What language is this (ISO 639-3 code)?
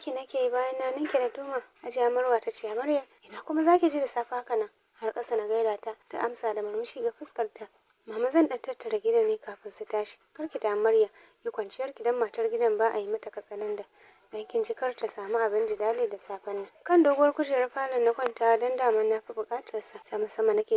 hau